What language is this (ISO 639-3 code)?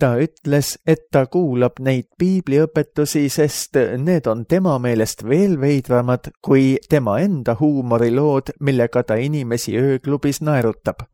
est